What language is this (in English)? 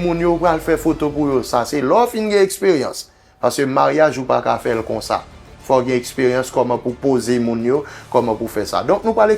Haitian Creole